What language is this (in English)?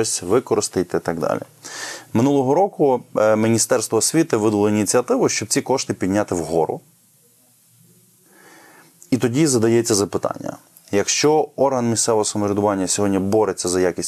Ukrainian